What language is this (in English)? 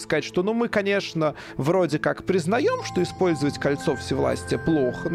Russian